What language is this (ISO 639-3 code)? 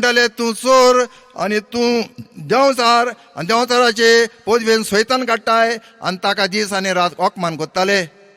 kok